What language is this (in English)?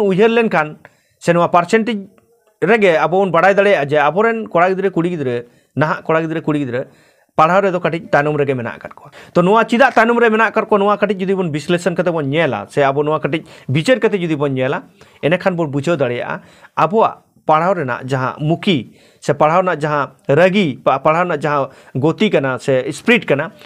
Santali